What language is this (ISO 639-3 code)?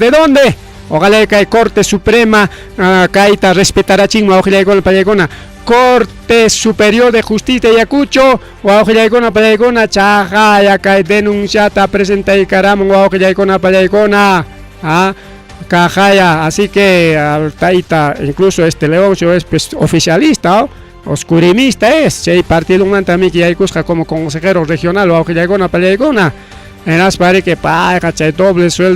quy